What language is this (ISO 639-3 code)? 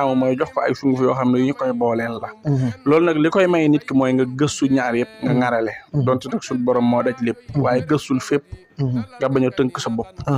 wol